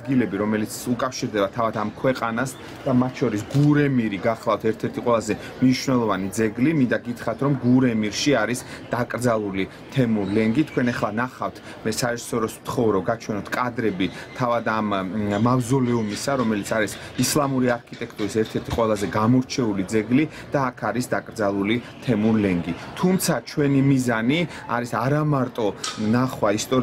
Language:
Georgian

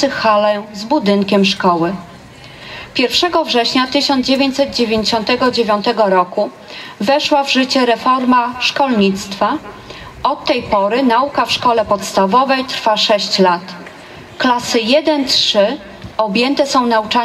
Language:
Polish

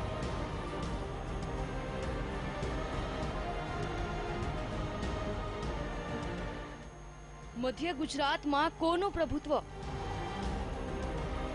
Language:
Gujarati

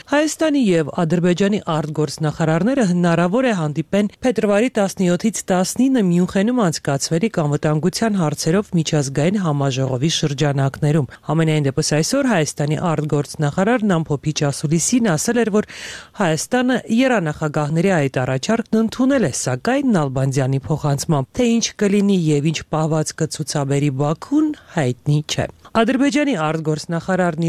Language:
Armenian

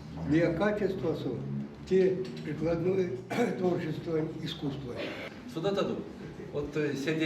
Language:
Erzya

